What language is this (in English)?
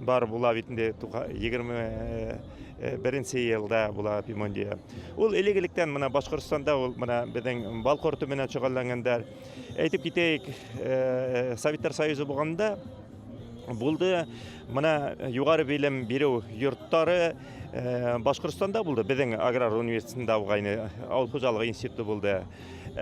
Bashkir